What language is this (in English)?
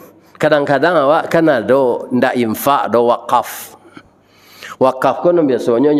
Minangkabau